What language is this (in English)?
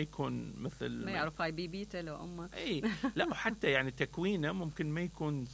Mesopotamian Arabic